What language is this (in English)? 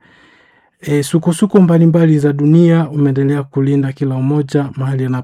Swahili